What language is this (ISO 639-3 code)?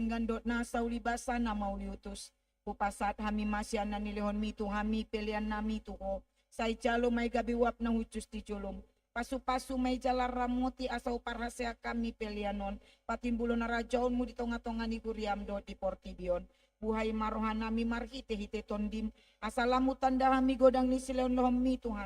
bbc